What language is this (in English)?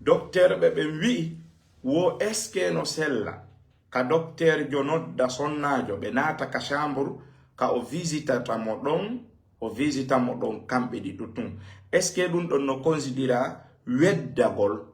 Fula